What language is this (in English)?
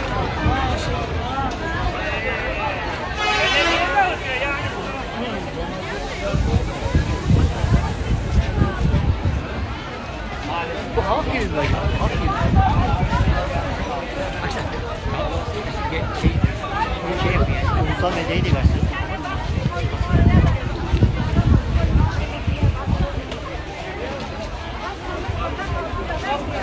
Turkish